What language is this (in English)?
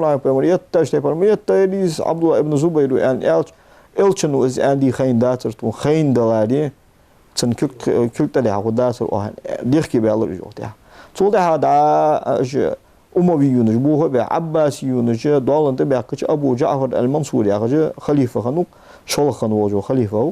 Ingush